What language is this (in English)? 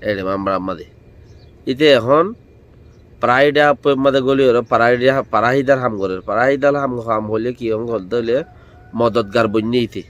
Rohingya